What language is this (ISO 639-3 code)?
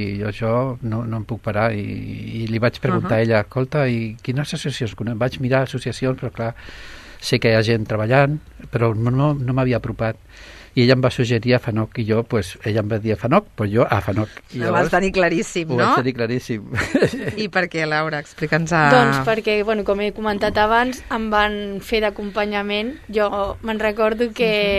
cat